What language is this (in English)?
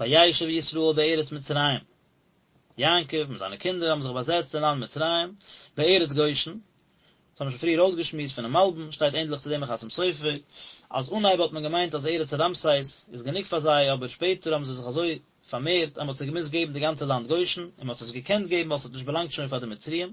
Yiddish